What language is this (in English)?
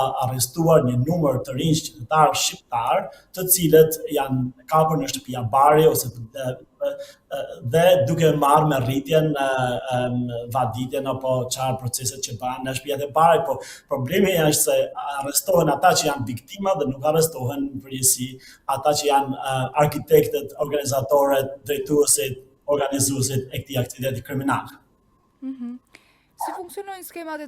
Albanian